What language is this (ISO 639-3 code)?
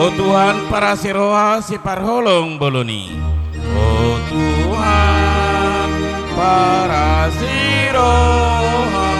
bbc